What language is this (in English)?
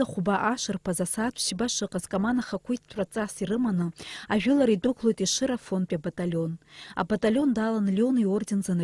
Abkhazian